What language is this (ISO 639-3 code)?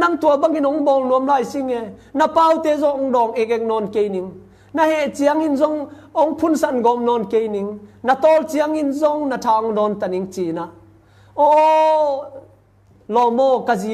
ctd